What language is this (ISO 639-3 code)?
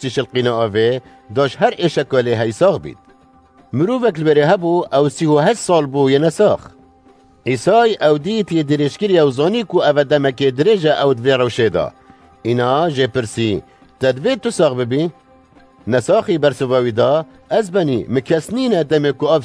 kur